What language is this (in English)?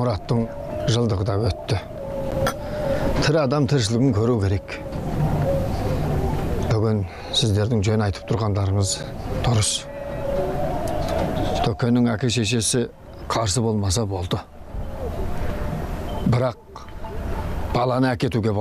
Kazakh